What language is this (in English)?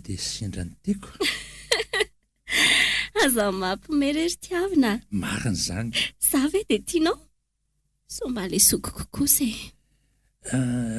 Malagasy